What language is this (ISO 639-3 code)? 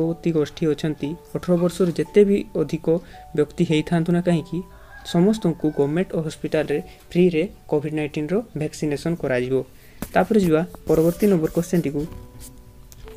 ori